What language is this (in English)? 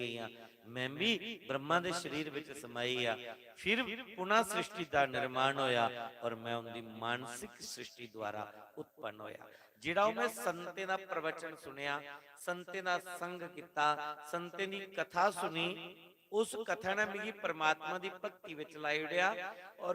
Dogri